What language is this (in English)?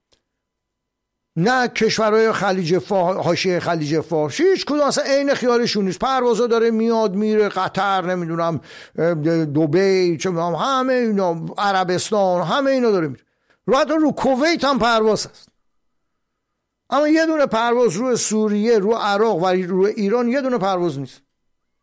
Persian